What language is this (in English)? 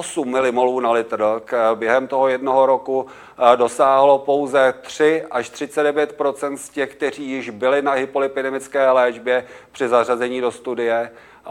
Czech